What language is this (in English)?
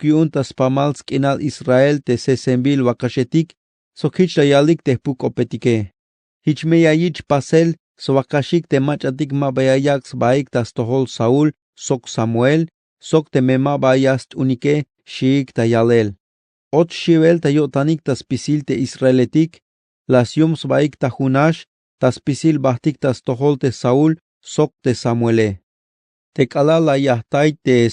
Tzeltal